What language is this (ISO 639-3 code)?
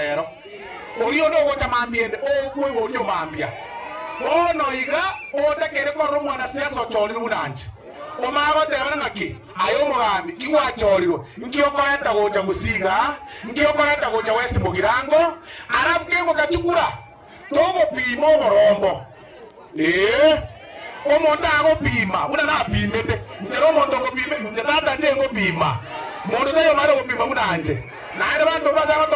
guz